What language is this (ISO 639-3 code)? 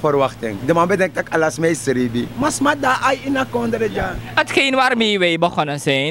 srn